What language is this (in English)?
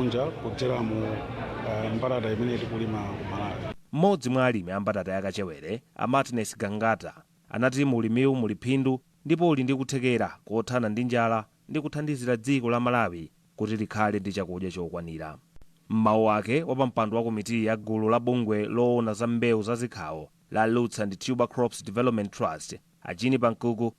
Nyanja